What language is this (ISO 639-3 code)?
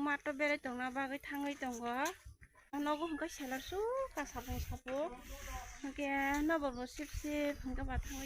trp